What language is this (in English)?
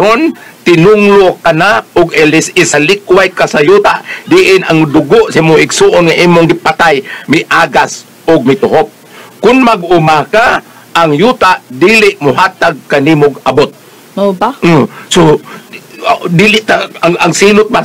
Cebuano